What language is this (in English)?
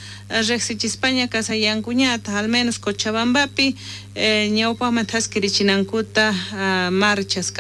South Bolivian Quechua